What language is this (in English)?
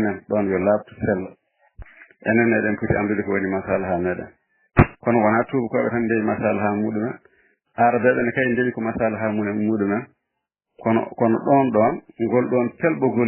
Fula